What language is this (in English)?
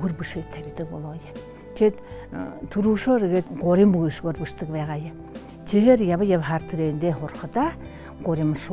Buriat